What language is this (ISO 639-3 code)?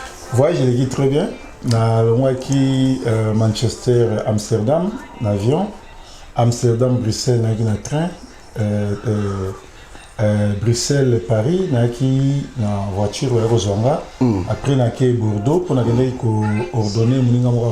lin